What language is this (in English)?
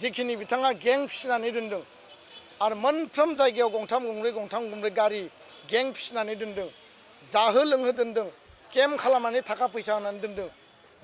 Bodo